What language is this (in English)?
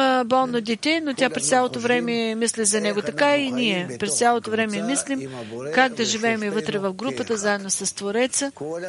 Bulgarian